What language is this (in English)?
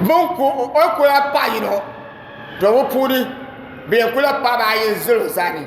Dagbani